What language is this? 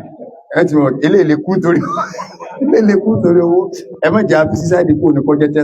Yoruba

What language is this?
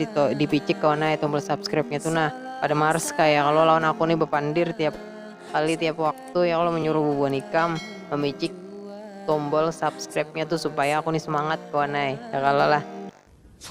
Banjar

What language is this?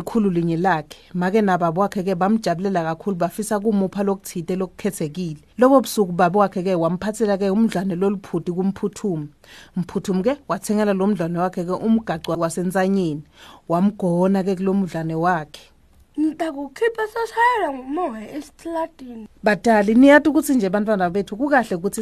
Swati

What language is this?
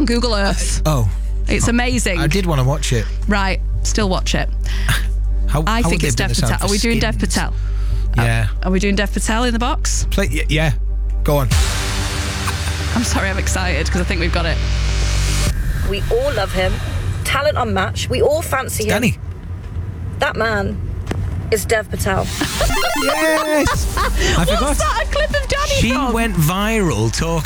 English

